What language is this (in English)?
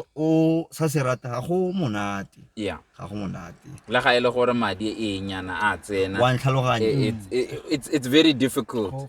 Tswana